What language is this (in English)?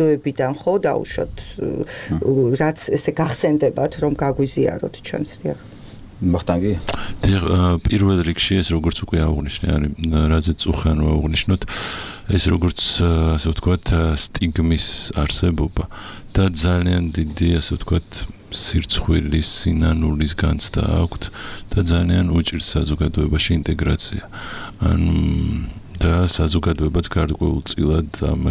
Georgian